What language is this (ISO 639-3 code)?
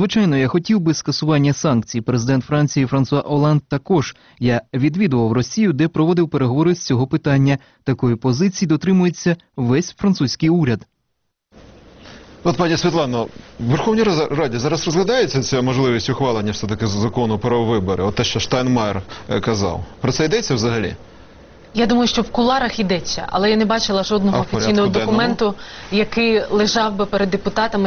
ukr